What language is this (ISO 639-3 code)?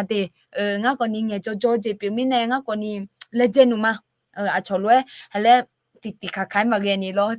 ahk